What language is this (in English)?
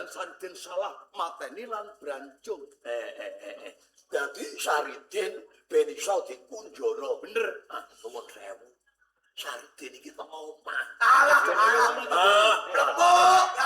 Javanese